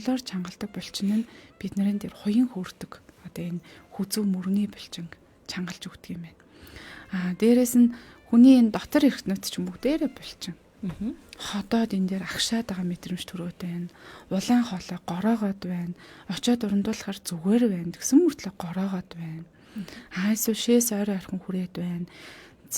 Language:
Mongolian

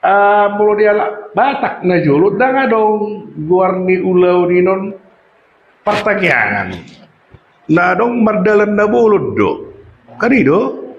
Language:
Batak Toba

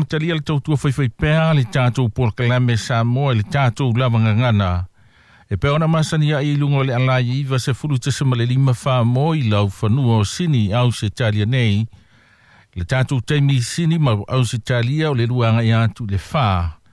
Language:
Samoan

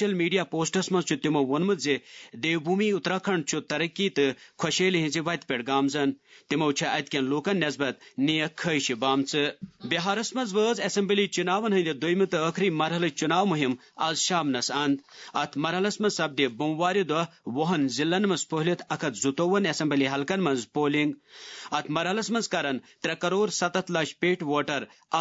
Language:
Kashmiri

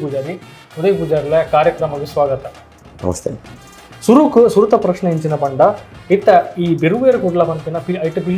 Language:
Tulu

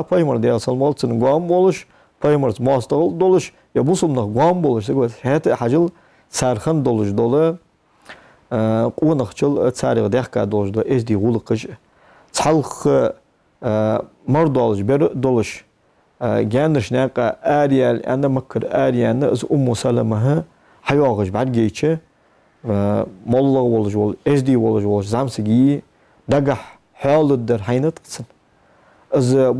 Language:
Ingush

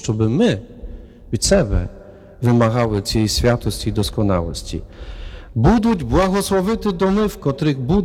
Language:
Ukrainian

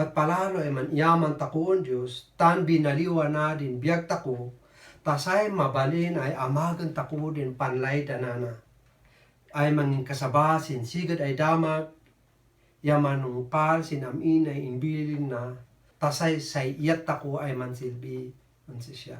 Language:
Kankanaey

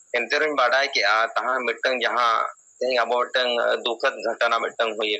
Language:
Santali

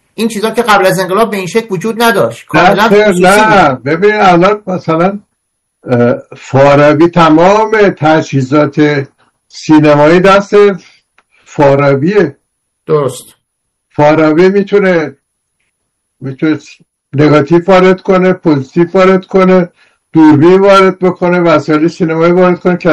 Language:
Persian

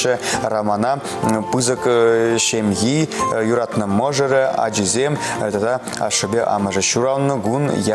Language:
Chuvash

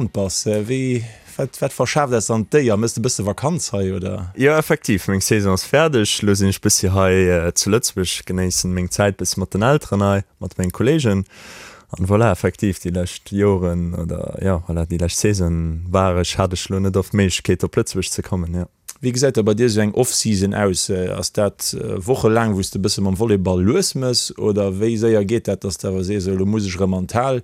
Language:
Luxembourgish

